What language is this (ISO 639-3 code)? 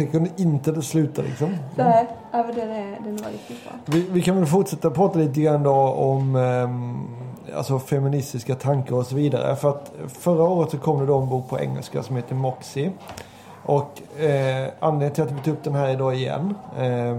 swe